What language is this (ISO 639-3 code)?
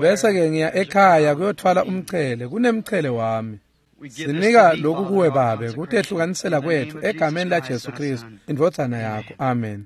ssw